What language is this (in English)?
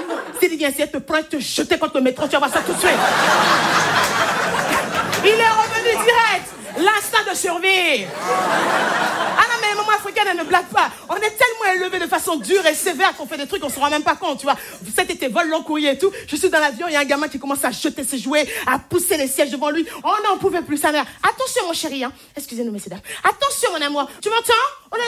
French